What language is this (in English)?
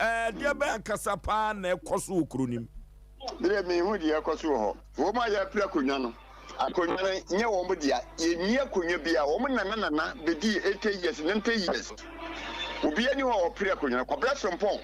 Akan